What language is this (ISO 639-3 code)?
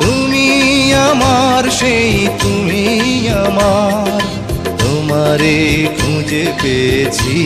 syl